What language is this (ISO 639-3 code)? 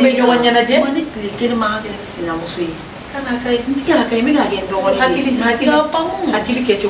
bam